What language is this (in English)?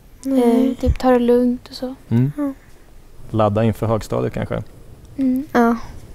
Swedish